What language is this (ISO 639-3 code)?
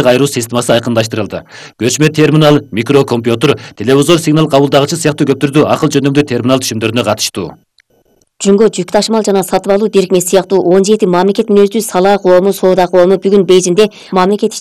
kir